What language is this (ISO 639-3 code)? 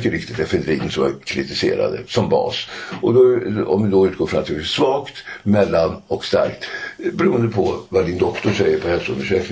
swe